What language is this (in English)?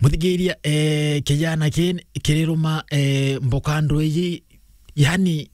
Meru